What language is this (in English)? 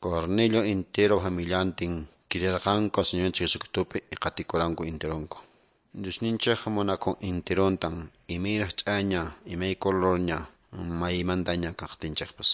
Quechua